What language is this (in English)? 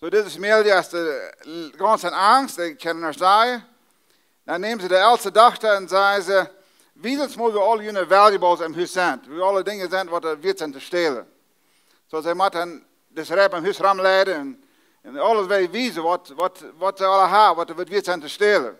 Plautdietsch